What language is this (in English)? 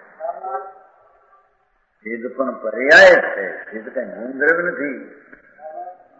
Gujarati